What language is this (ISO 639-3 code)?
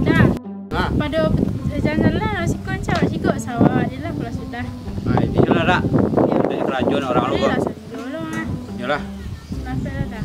min